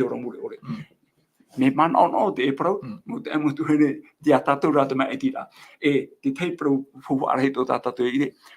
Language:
Tahitian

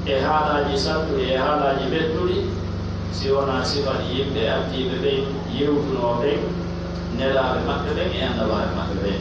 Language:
Pular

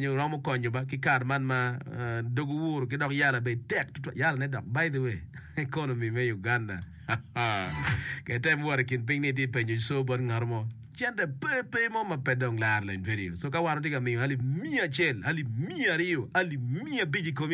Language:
Acoli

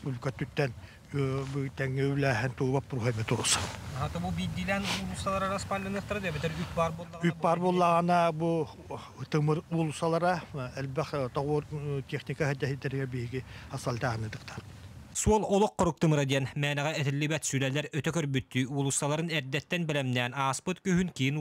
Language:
Yakut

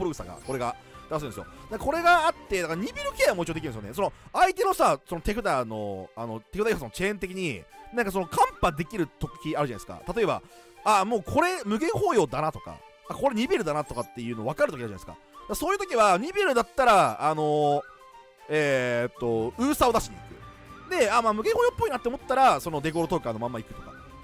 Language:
Japanese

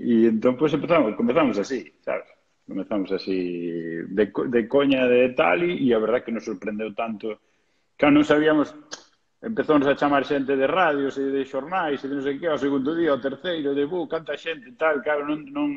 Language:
Galician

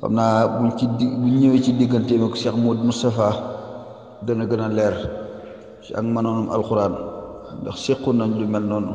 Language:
Wolof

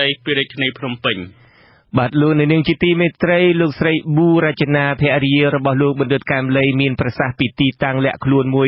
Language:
Khmer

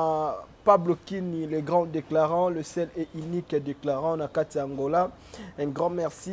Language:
Lingala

